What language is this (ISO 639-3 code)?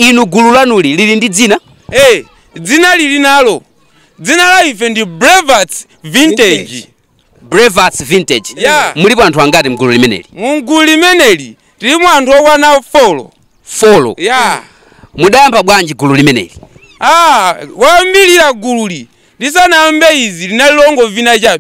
nya